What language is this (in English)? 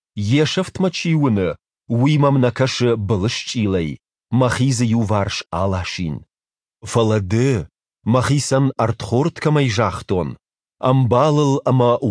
Ossetic